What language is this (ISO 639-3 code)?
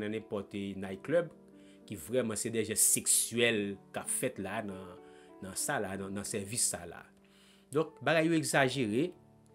hat